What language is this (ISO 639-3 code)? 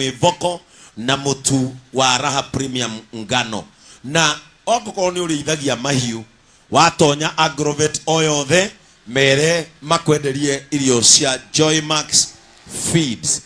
kik